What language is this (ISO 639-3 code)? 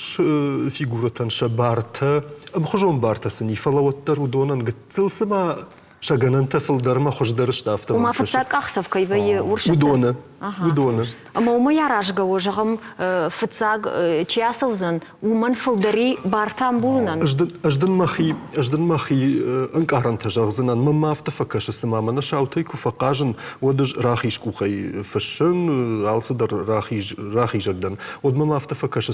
oss